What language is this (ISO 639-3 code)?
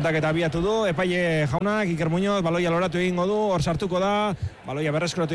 eus